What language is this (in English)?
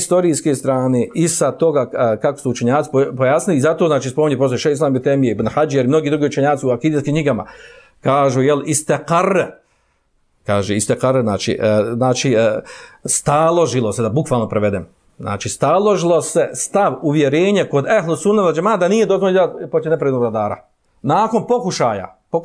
Bosnian